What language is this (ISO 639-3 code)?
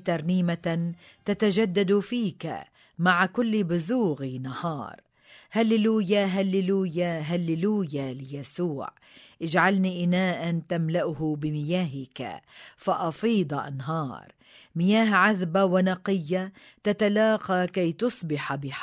ara